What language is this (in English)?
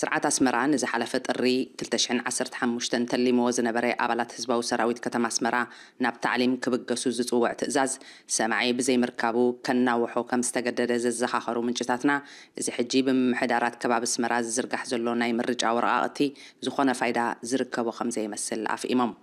Tigrinya